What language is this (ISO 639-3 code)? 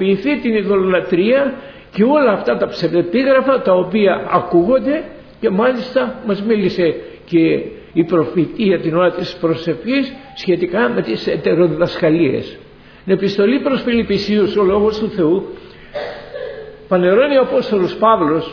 ell